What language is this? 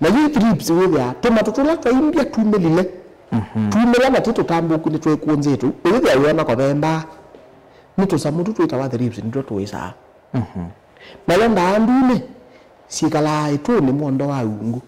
Kamba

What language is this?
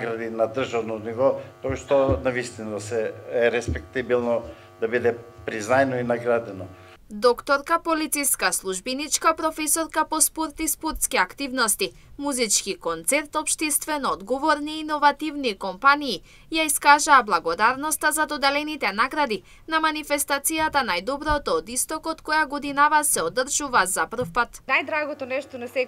Macedonian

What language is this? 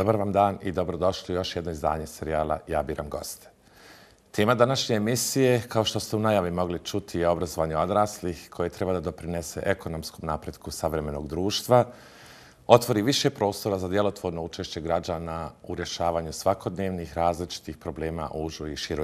Bosnian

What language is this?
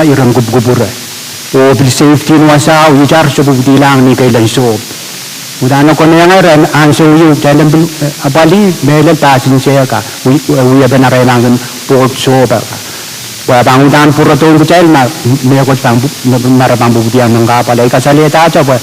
Pohnpeian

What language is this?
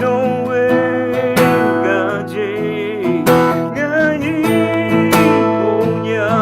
Akha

